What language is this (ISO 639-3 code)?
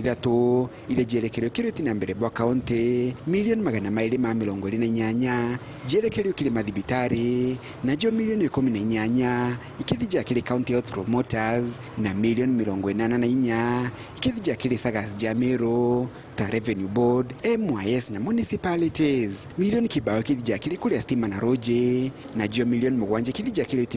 mer